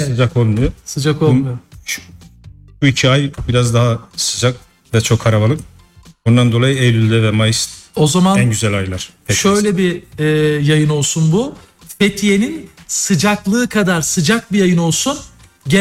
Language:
Turkish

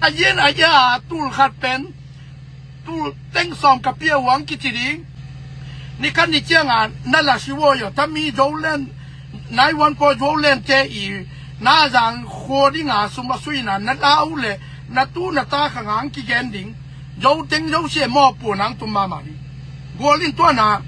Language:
Tedim Chin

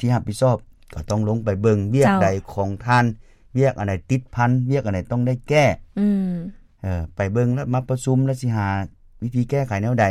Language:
Lao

